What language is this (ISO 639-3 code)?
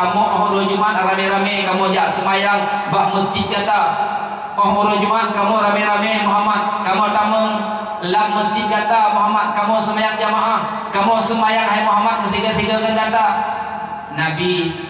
ace